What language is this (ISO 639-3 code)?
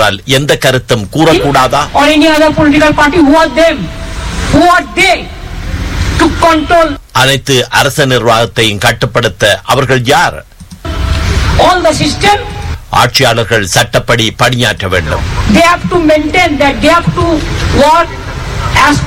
tam